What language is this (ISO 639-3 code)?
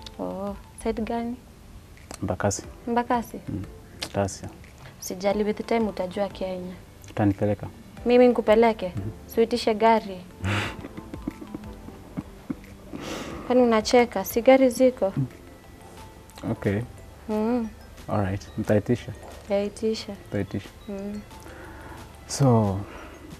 swa